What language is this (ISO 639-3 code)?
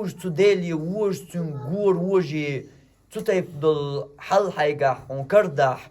che